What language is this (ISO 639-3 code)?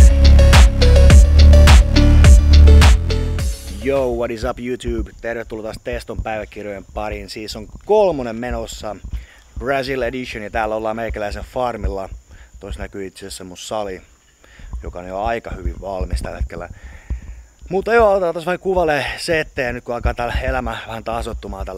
fin